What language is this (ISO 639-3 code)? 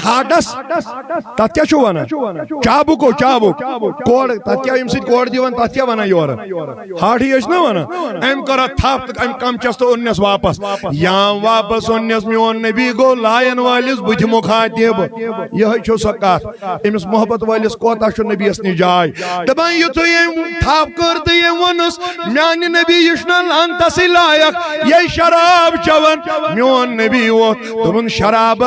kas